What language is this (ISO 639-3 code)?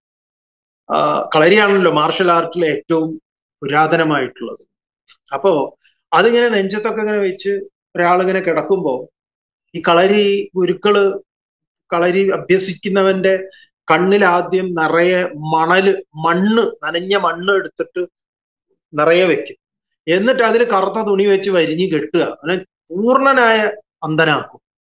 mal